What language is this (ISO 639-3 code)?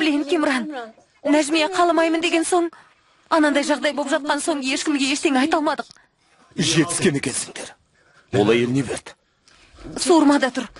kaz